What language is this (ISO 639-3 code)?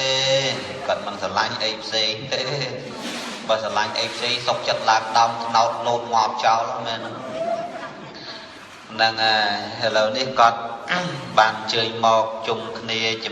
khm